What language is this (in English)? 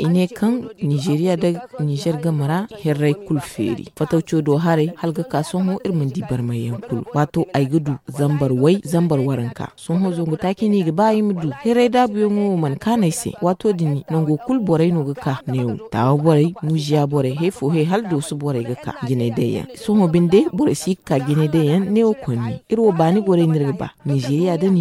Zarma